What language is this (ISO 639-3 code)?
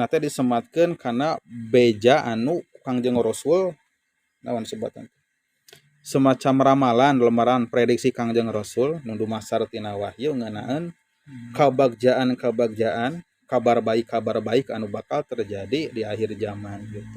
sun